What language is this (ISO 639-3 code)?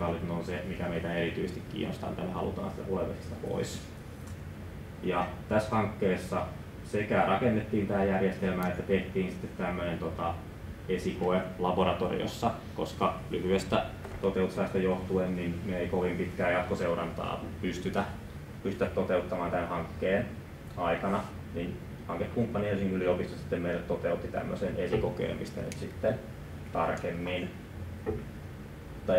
fin